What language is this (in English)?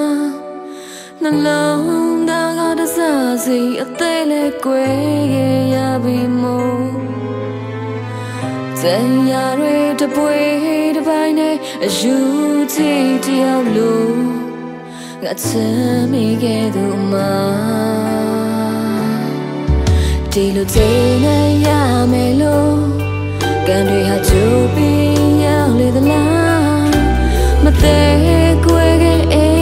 Burmese